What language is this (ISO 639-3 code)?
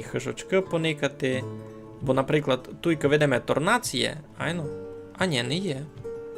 rue